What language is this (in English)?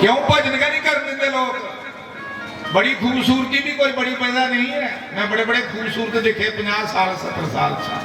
Dogri